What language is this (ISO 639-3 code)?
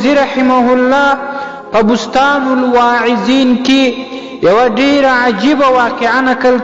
pus